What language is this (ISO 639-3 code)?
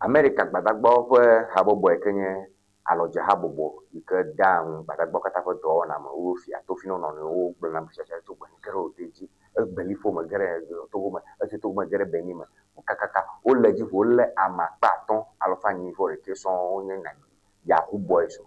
ewe